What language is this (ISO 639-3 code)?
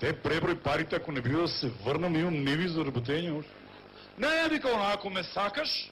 mkd